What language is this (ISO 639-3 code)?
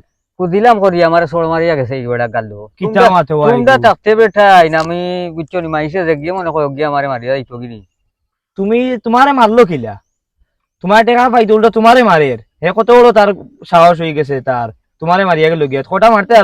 syl